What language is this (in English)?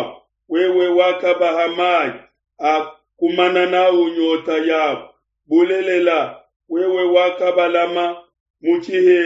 Luba-Lulua